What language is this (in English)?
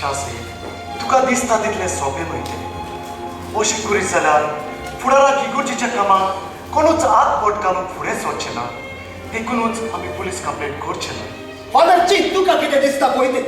Konkani